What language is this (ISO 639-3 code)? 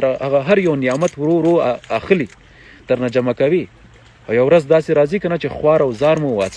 pus